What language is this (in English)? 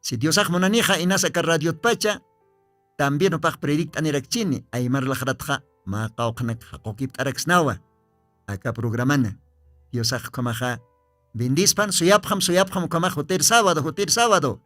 Aymara